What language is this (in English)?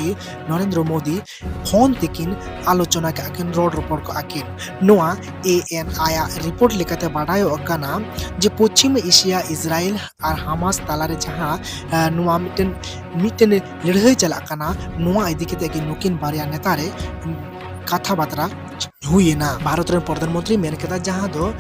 Santali